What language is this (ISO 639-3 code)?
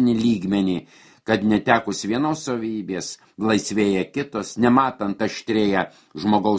lit